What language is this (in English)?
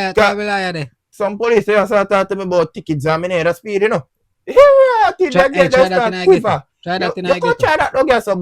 Jamaican Creole English